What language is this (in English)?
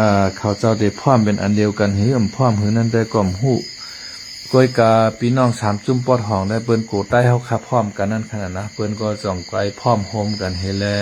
Shan